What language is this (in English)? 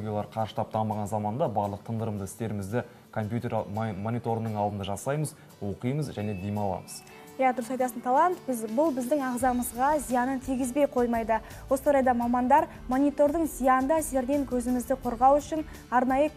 Kazakh